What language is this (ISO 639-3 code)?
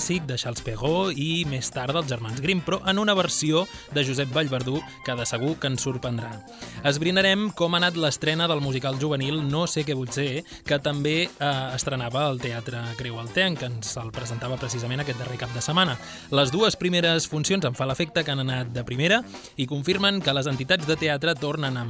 cat